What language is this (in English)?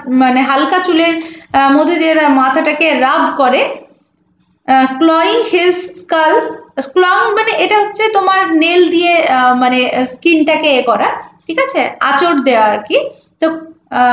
Bangla